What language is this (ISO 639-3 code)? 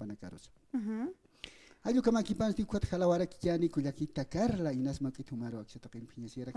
aym